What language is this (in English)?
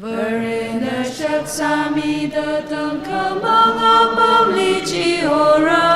Tangkhul Naga (India)